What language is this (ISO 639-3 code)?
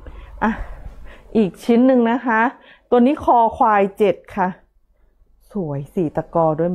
tha